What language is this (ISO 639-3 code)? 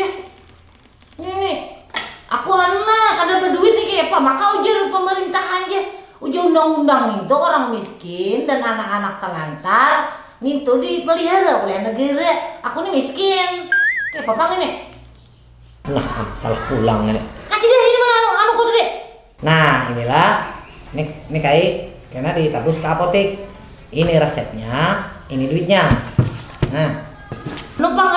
bjn